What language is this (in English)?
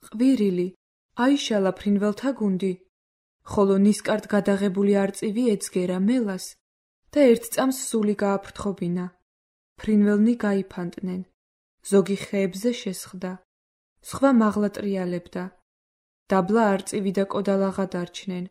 Georgian